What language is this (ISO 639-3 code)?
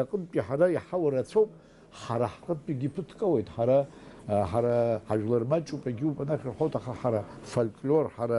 abk